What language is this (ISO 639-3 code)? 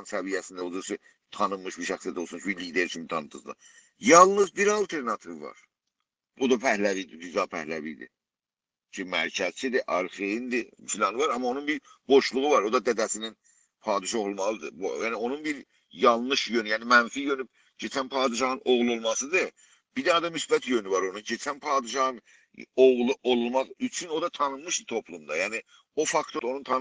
azb